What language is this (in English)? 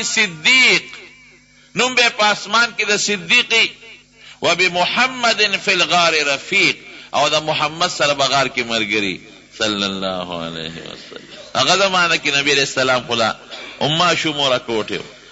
Pashto